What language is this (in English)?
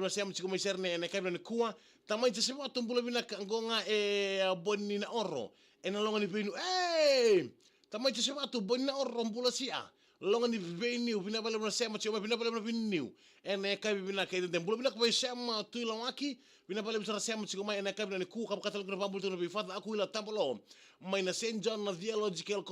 Fijian